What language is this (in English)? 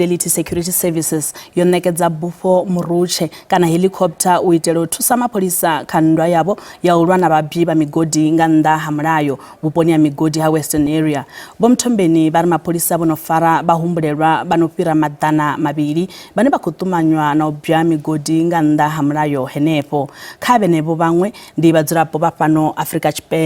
Venda